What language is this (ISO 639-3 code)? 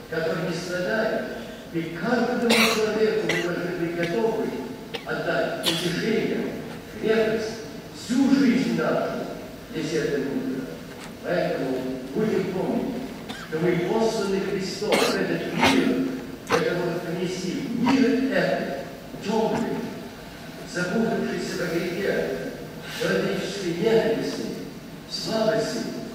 rus